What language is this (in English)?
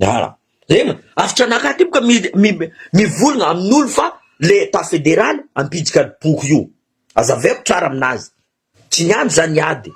Malagasy